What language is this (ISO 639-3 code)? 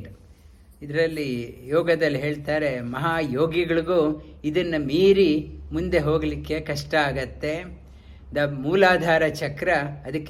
kan